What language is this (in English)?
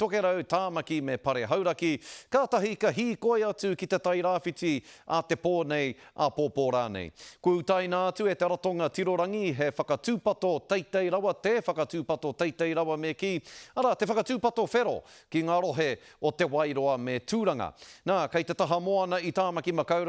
Māori